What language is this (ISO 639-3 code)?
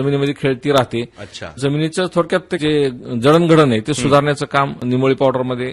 mar